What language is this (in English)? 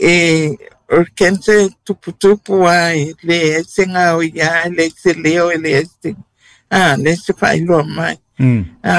Samoan